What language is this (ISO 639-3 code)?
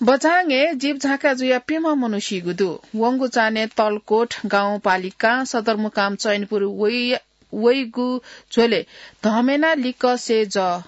new